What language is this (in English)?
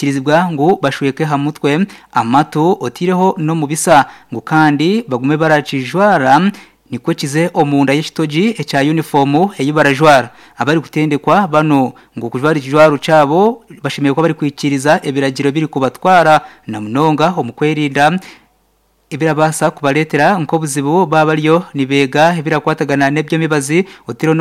Nyankole